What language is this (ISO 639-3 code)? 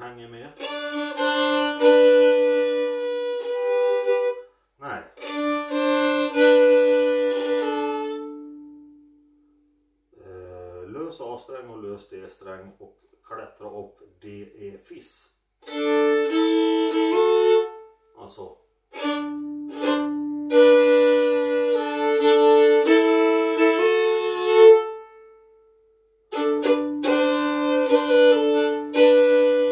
swe